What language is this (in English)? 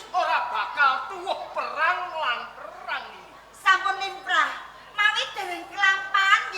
Javanese